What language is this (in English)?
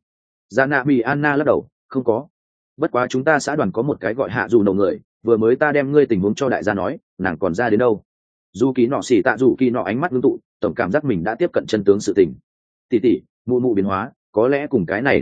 Vietnamese